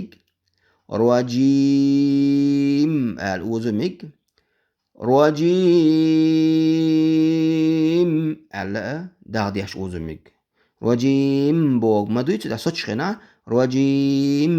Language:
Chechen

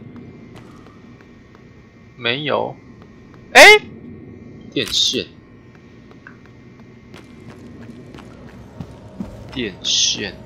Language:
Chinese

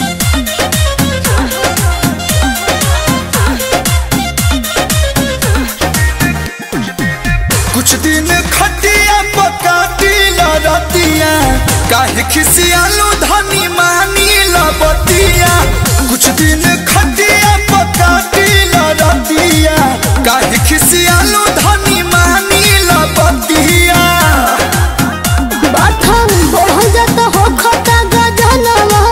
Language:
Bhojpuri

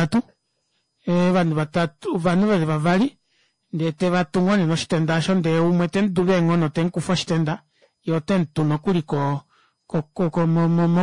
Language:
Kuanyama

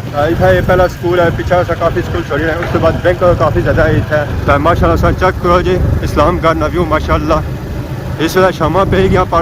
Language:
Pahari-Potwari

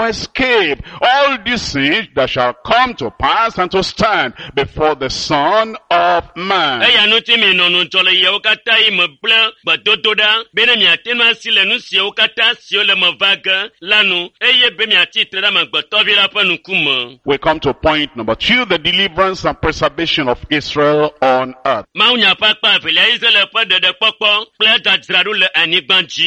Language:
Ewe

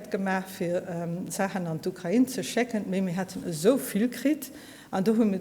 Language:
Luxembourgish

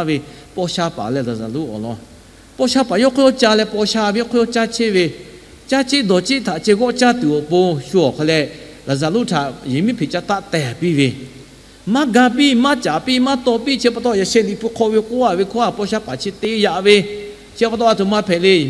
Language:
Lahu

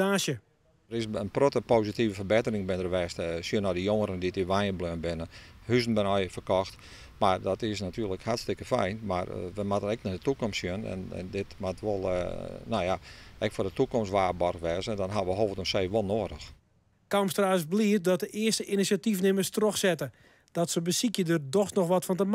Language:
Western Frisian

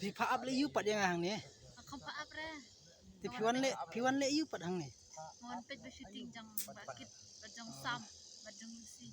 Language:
Khasi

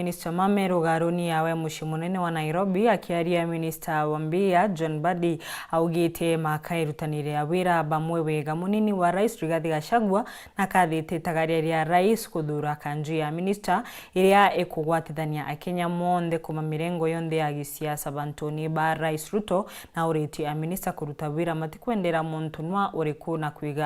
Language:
Meru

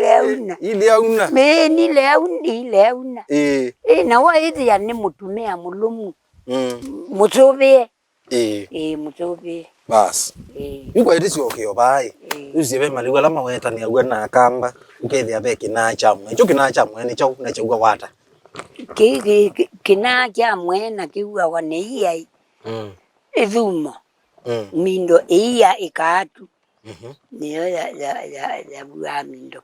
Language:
Kamba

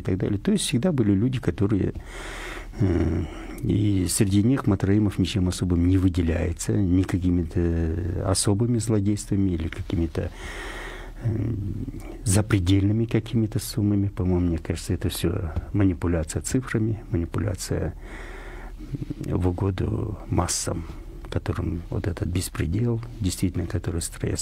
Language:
Russian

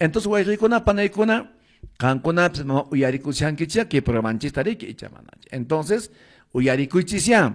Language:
Quechua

